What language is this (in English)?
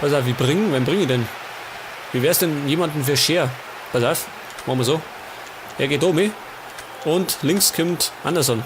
Bavarian